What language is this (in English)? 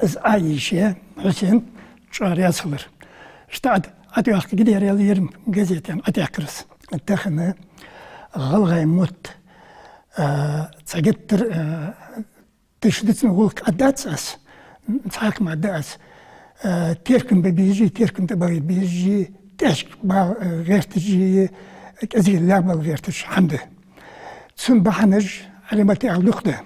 Ingush